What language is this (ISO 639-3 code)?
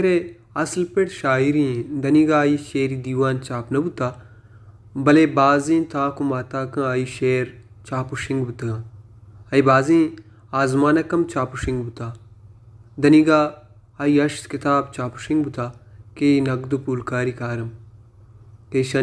bal